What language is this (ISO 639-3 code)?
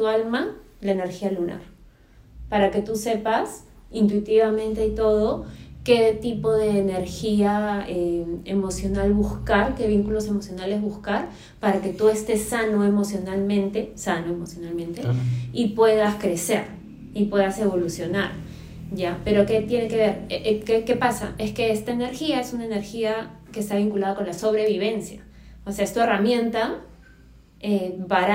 spa